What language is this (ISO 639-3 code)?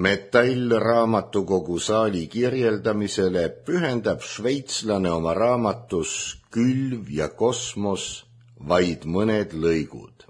est